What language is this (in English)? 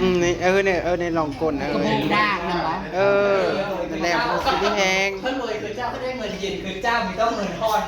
Northeastern Thai